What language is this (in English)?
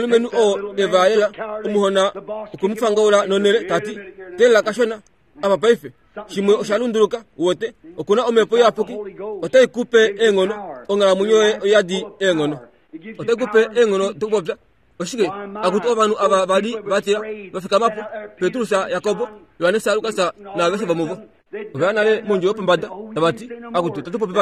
Kuanyama